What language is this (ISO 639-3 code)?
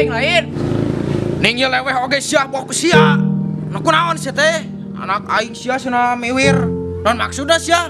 sun